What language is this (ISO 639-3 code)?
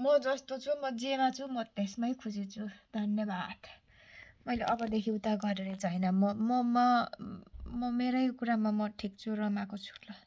nep